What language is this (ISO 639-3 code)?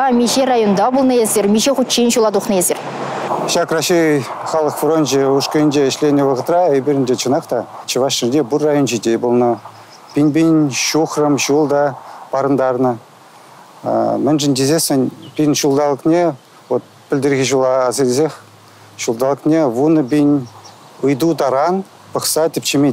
chv